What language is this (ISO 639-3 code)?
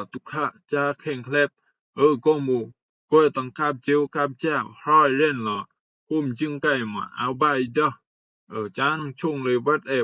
rbb